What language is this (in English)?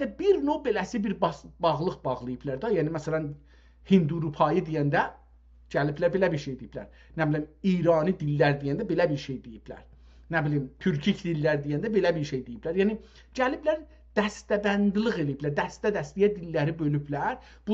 South Azerbaijani